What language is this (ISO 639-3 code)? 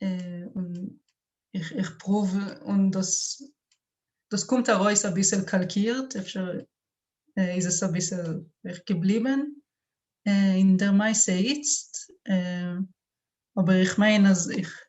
yid